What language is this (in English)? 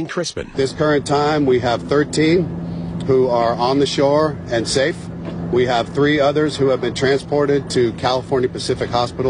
English